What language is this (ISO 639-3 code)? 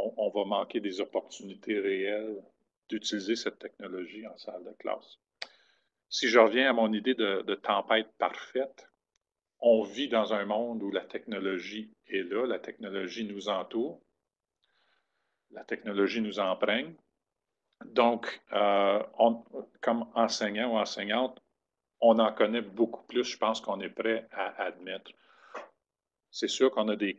fra